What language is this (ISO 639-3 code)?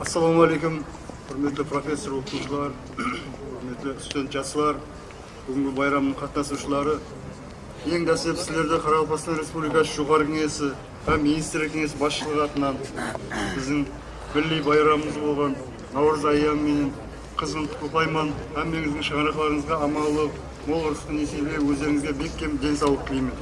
kaa